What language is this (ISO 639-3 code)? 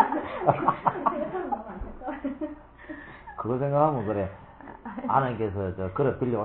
kor